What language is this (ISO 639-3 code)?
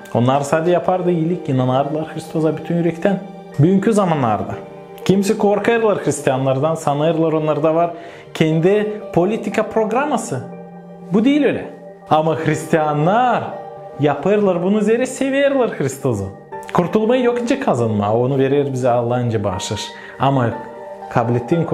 gag